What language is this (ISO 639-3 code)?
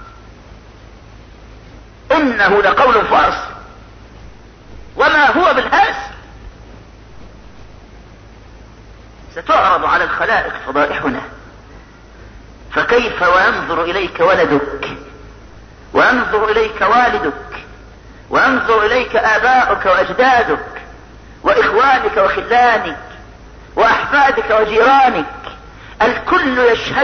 ara